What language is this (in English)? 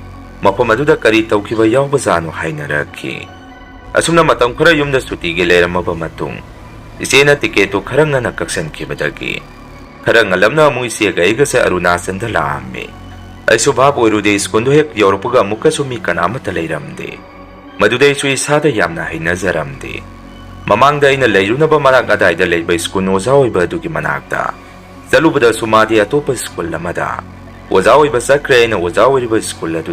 Manipuri